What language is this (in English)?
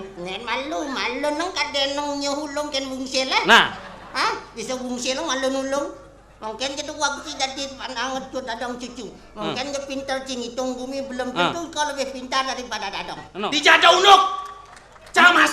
Balinese